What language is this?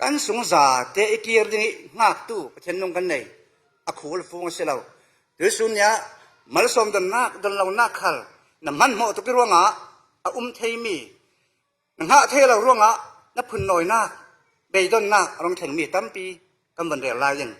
Falam Chin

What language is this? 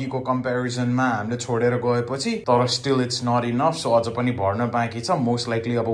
Nepali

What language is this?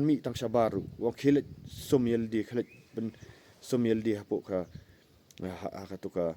Khasi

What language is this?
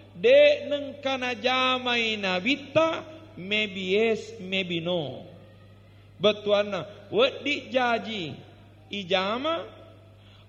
Buginese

